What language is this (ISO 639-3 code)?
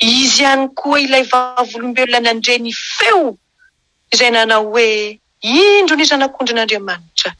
mlg